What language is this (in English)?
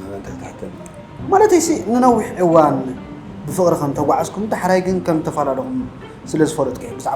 Tigrinya